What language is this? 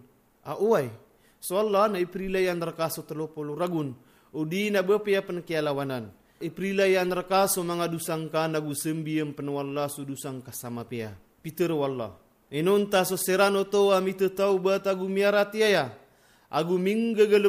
Maranao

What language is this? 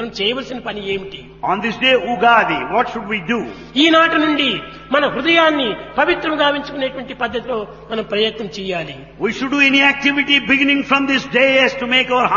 Telugu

